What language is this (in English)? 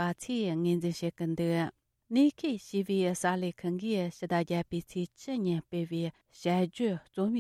Tibetan